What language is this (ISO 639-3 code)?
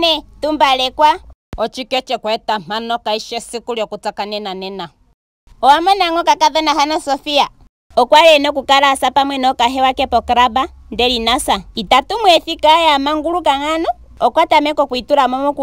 ndo